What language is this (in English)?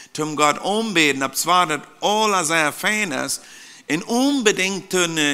Plautdietsch